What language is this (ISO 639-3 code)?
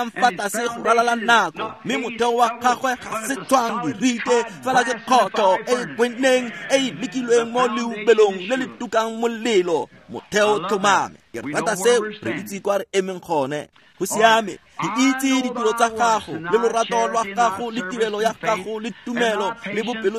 tsn